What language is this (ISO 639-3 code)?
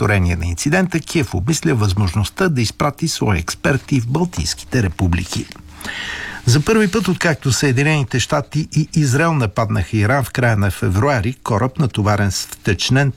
bul